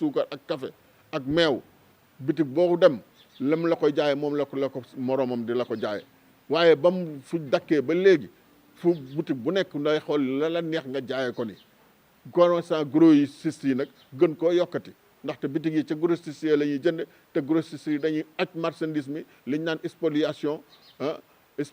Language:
Wolof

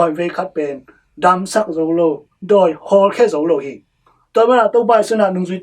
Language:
Tedim Chin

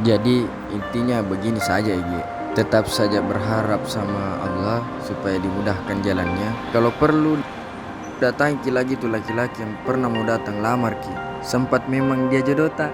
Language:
Makassar Malay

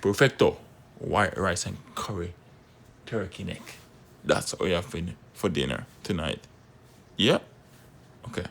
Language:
Jamaican Creole English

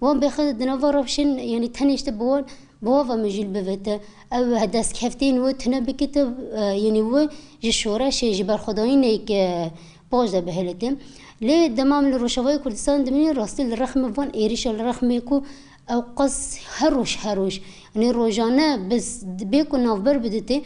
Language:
Kurdish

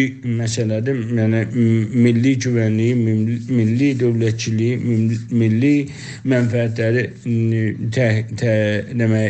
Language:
South Azerbaijani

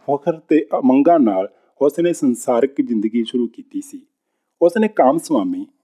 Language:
Punjabi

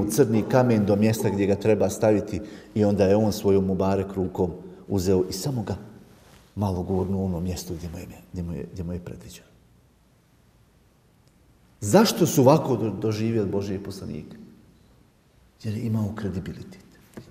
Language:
Bosnian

